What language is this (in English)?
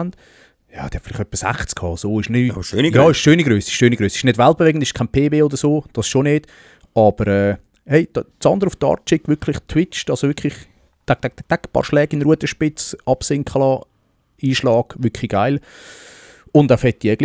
Swiss German